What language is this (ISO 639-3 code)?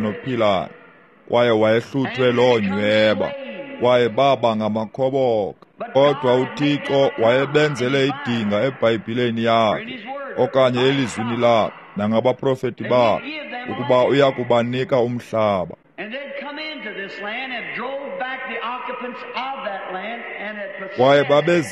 xho